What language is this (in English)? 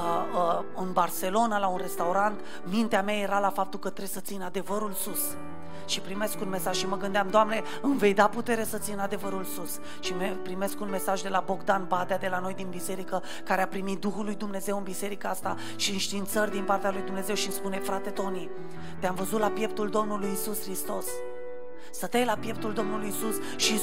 Romanian